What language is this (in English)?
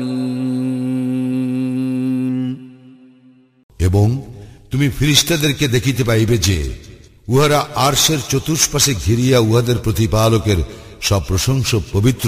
Bangla